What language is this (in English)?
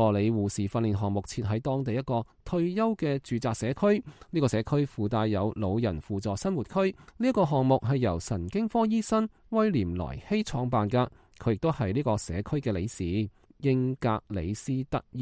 Cantonese